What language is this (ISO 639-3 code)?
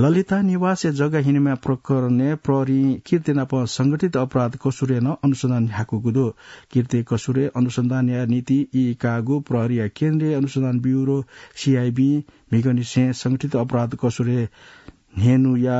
new